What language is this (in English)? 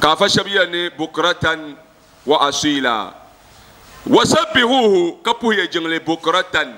Dagbani